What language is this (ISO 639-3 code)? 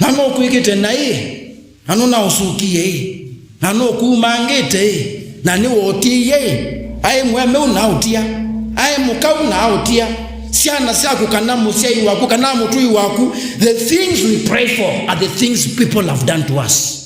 kam